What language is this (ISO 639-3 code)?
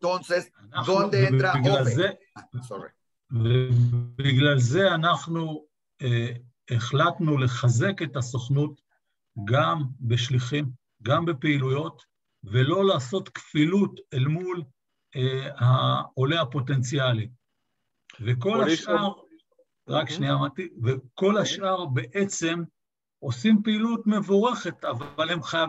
heb